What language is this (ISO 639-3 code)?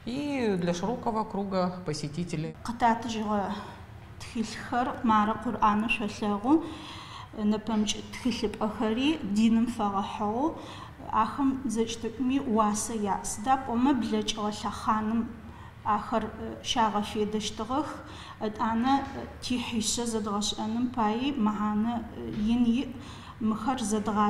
ady